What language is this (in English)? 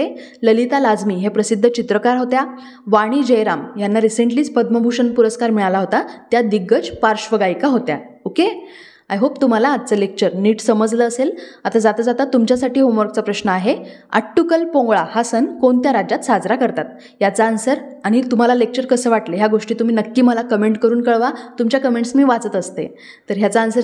Marathi